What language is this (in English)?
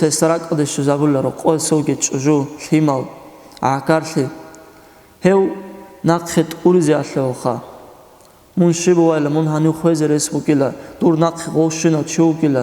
Avaric